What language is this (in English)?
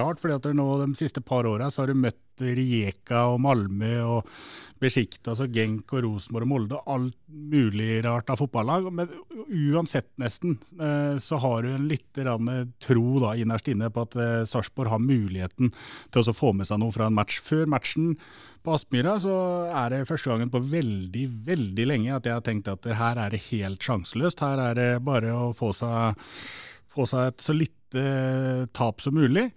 Norwegian